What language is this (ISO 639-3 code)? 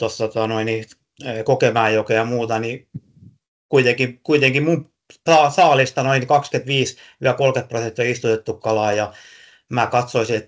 fin